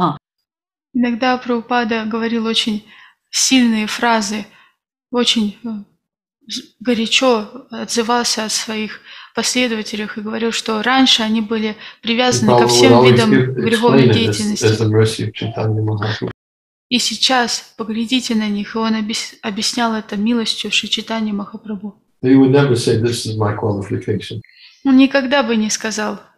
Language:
Russian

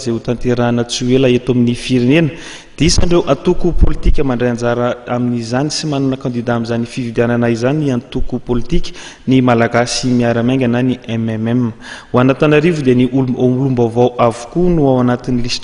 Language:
Malagasy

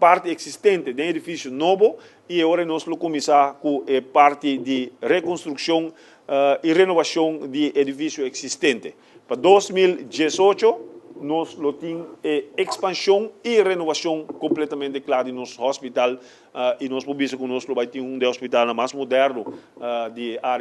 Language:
Papiamento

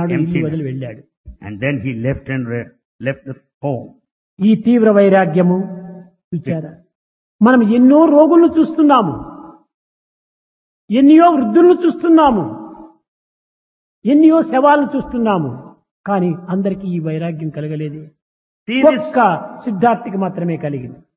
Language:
Telugu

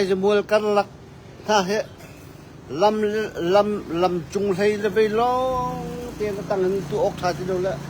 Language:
Hakha Chin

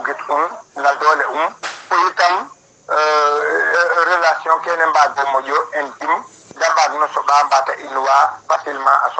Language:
Serer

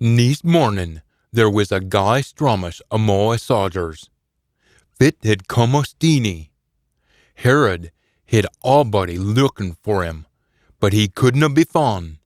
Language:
Scots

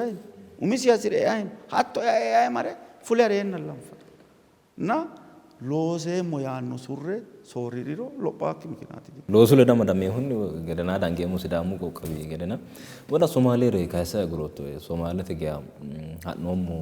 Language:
Sidamo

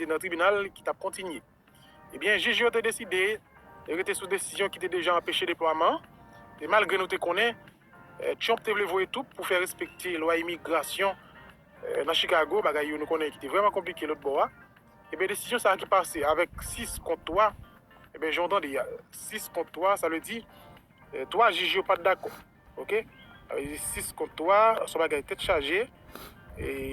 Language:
Haitian Creole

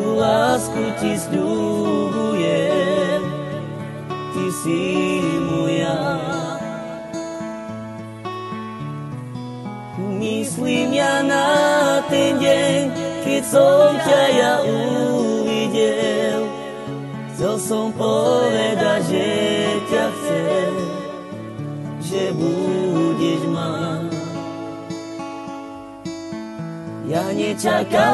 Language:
Slovak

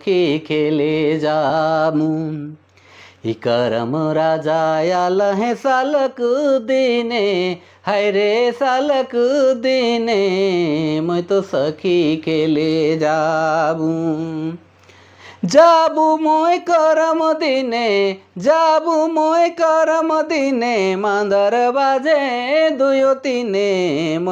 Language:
Sadri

